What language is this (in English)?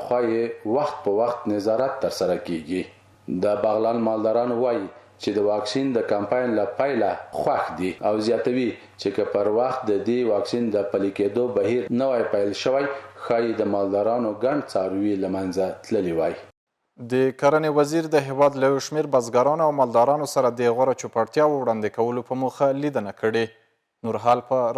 Pashto